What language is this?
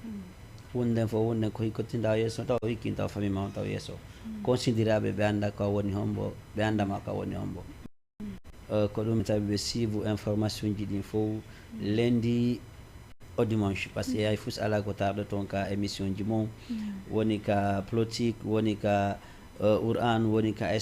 Fula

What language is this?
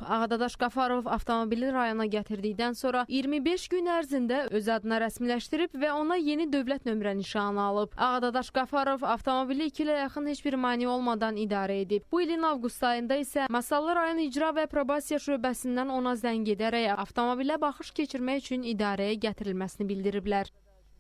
Azerbaijani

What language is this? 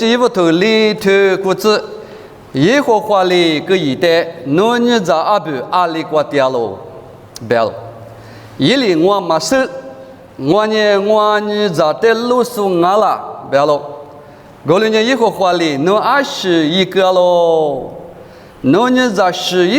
Lisu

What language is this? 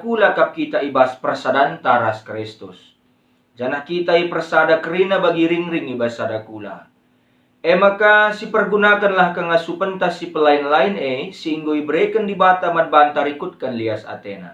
Batak Karo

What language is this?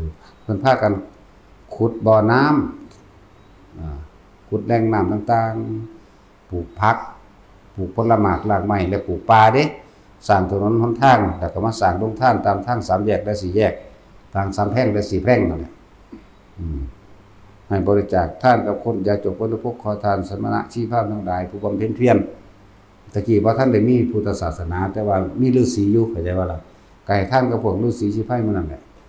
Northeastern Thai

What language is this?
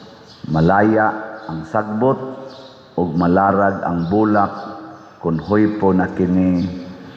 Cebuano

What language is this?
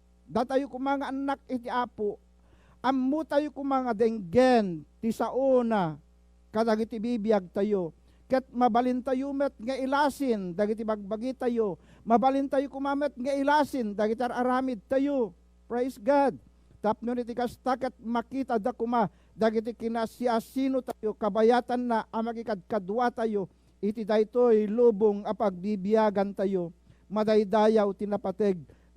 Iloko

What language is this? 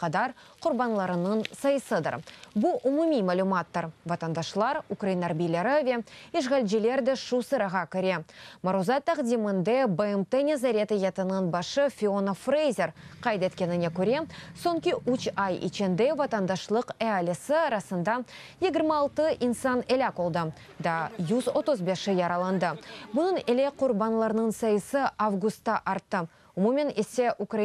Crimean Tatar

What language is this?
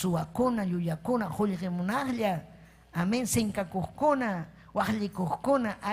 Ayacucho Quechua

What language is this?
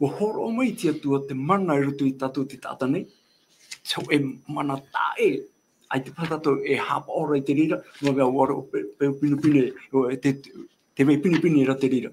Tahitian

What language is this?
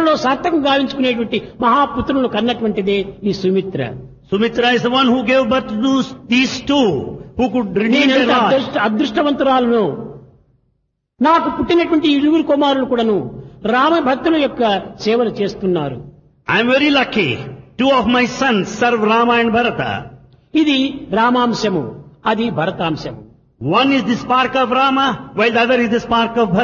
Telugu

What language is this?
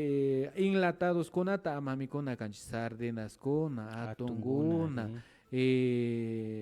Imbabura Highland Quichua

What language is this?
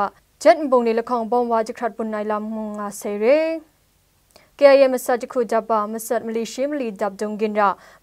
Kachin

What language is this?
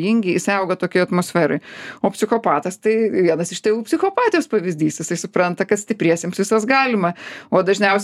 Lithuanian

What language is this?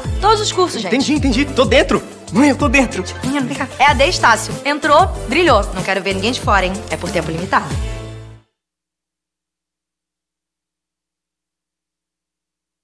Portuguese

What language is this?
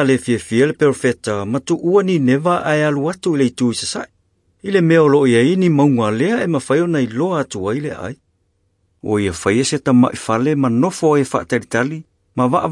Samoan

